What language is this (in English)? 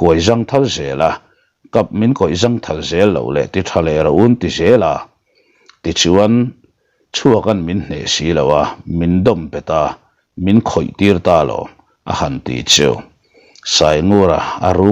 Mizo